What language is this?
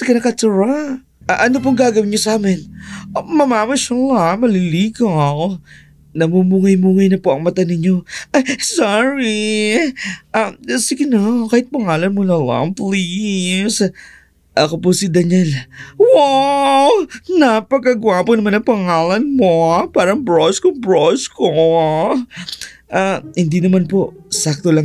Filipino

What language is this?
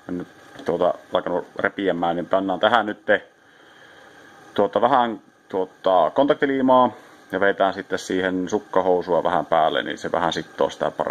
Finnish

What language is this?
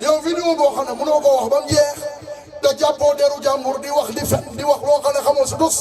Wolof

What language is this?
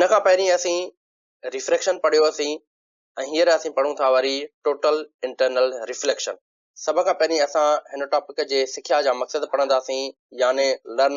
Sindhi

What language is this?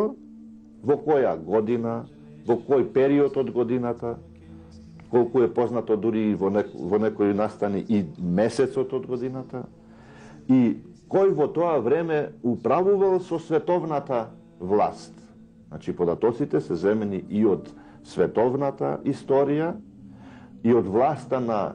Macedonian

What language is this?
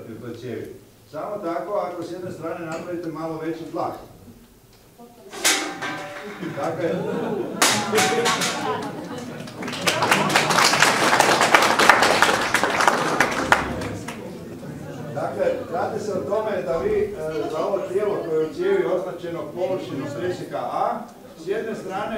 Croatian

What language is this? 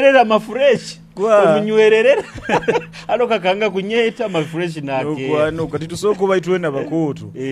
Nyoro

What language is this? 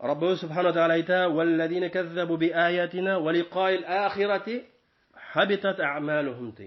Bashkir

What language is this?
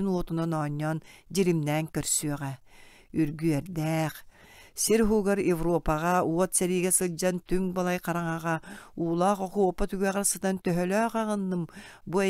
Yakut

